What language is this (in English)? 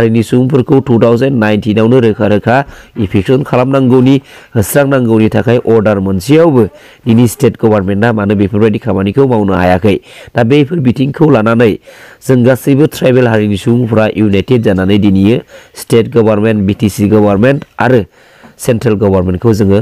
Bodo